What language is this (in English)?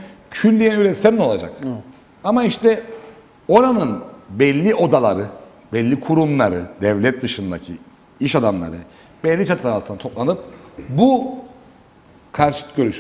Turkish